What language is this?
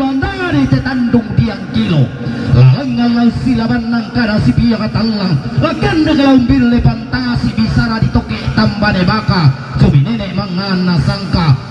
Toraja-Sa'dan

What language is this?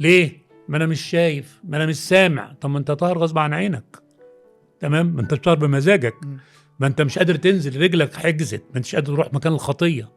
Egyptian Arabic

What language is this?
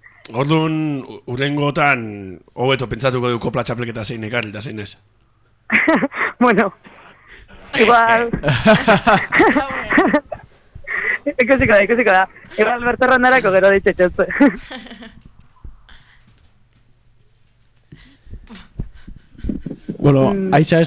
Basque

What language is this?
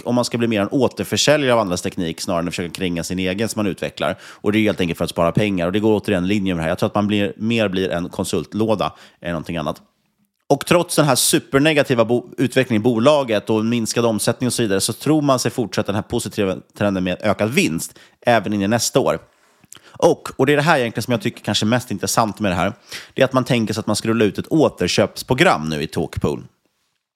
Swedish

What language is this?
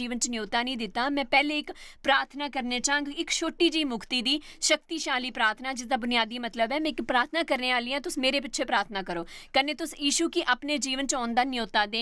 Dogri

